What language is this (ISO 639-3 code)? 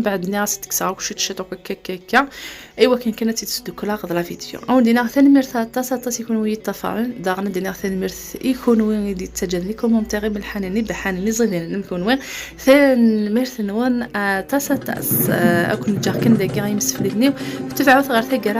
kab